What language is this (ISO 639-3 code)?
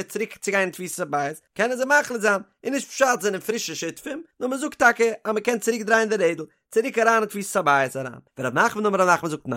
yid